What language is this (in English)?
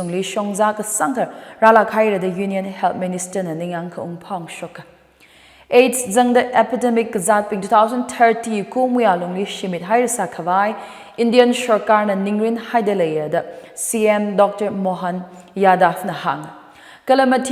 Tangkhul Naga (India)